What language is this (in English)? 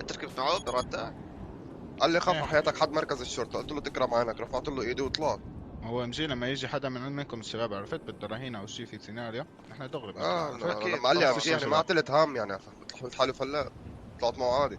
North Levantine Arabic